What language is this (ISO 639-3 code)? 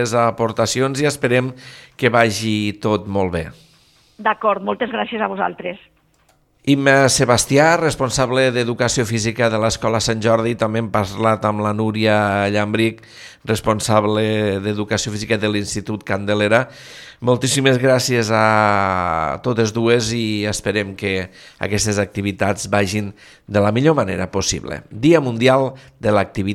cat